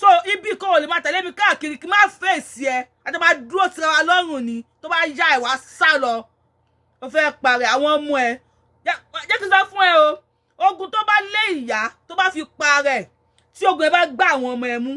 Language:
Yoruba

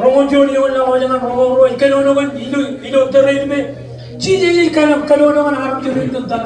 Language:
Marshallese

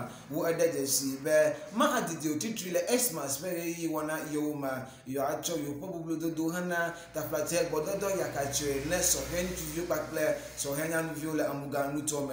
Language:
Ewe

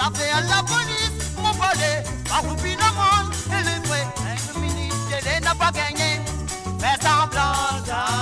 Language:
Morisyen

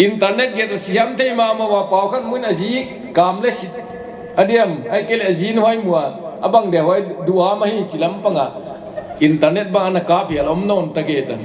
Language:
Paite Chin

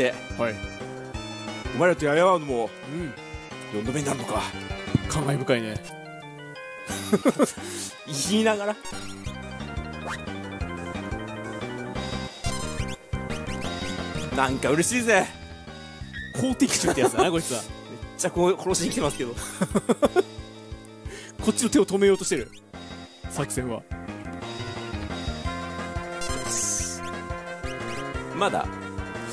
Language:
Japanese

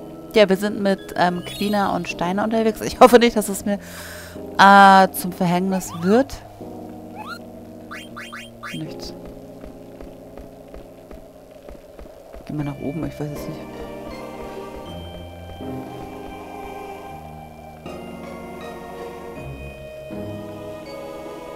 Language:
German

